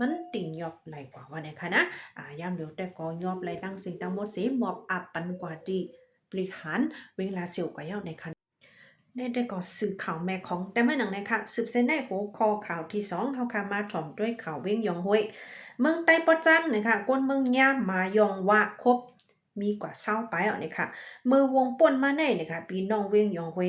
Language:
Shan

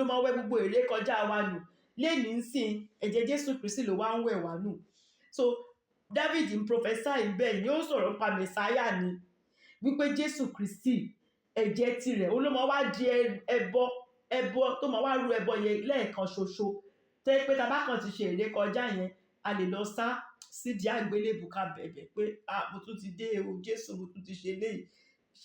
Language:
Yoruba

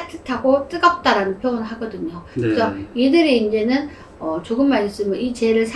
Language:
Korean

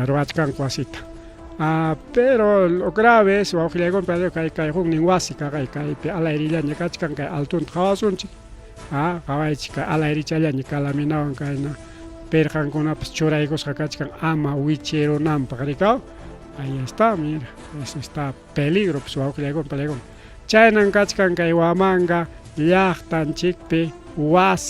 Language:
Ayacucho Quechua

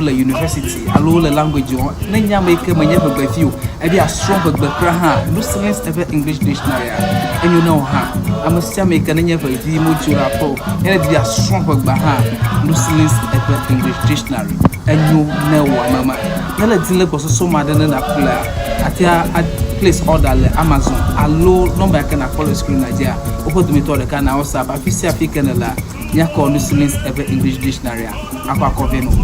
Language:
Ewe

